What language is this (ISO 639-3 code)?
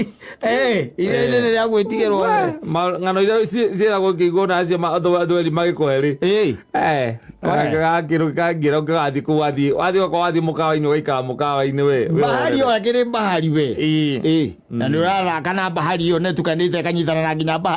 kik